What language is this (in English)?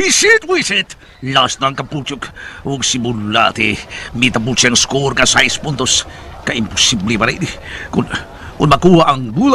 Cebuano